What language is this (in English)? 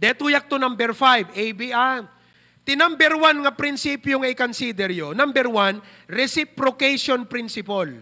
Iloko